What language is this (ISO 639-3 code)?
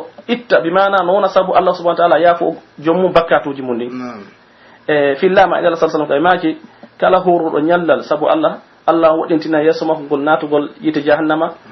fuf